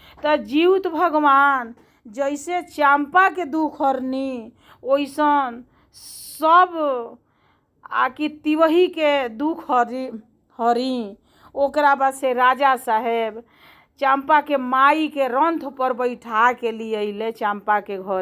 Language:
Bhojpuri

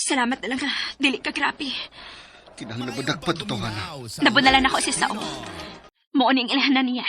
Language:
Cebuano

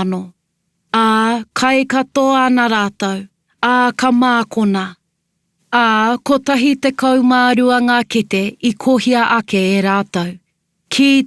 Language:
Māori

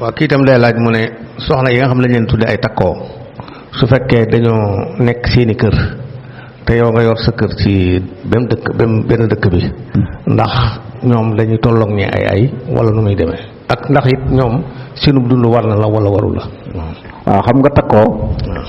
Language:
Wolof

